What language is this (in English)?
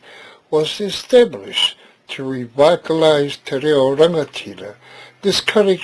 Māori